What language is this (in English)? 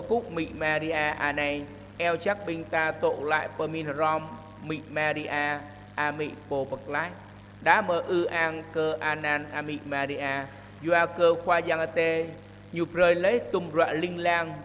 Jarai